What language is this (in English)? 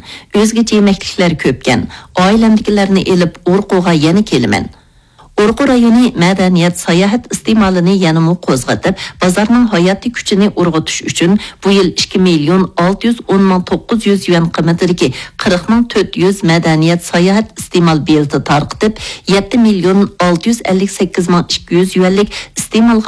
Uyghur